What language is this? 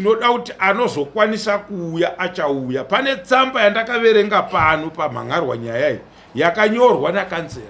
Shona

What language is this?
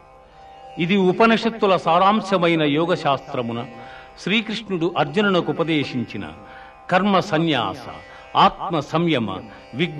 Telugu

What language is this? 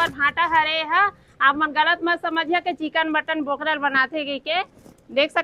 Chhattisgarhi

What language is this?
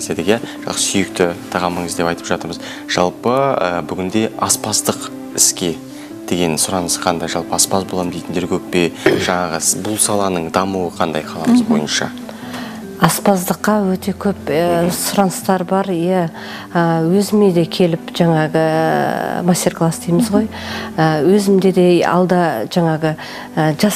Kazakh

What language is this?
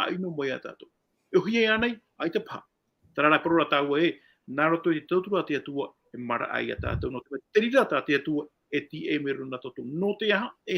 Tahitian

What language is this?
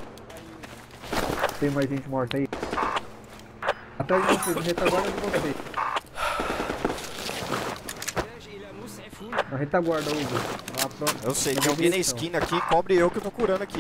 Portuguese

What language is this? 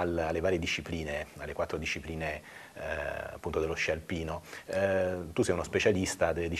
Italian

